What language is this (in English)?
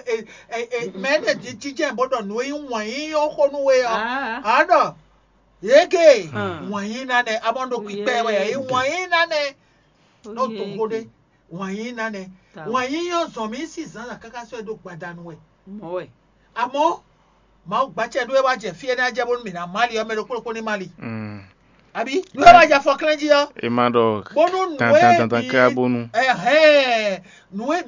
Fon